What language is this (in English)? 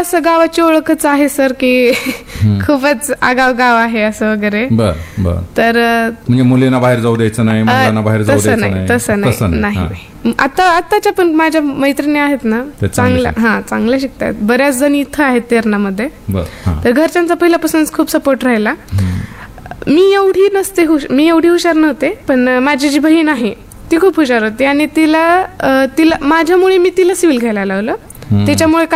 Marathi